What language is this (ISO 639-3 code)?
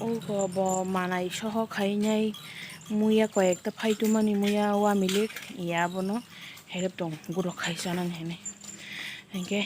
trp